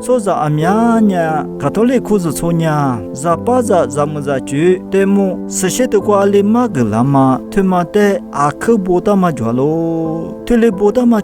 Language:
Lisu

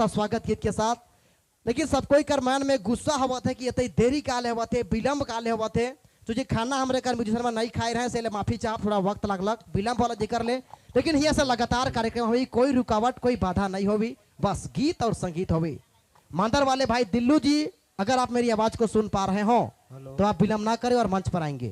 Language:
Sadri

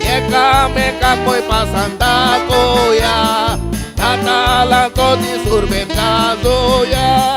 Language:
Konkani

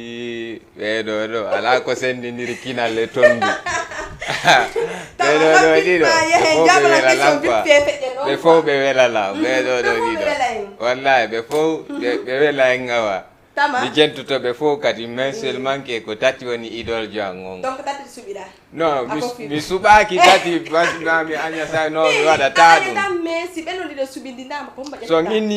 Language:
Fula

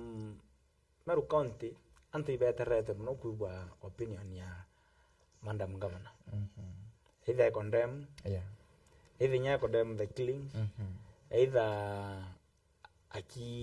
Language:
Meru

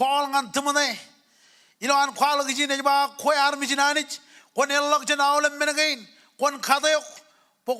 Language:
Marshallese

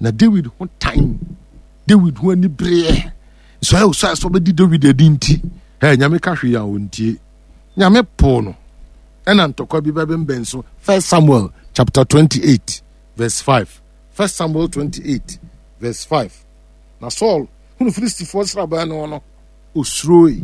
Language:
Akan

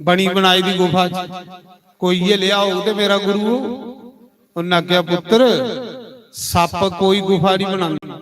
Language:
Dogri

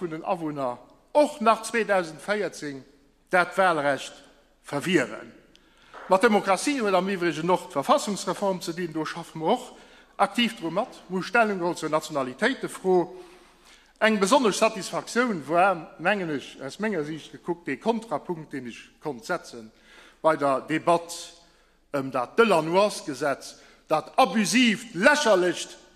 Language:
Luxembourgish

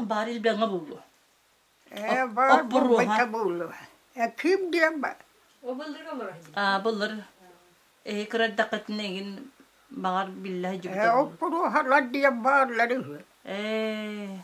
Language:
Yakut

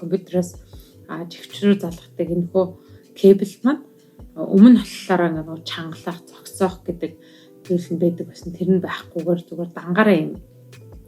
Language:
Mongolian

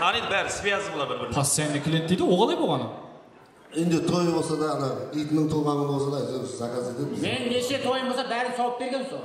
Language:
Kara-Kalpak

